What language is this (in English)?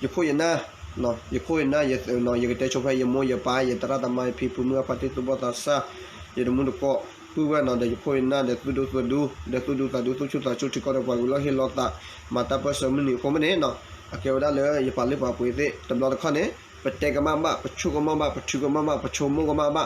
S'gaw Karen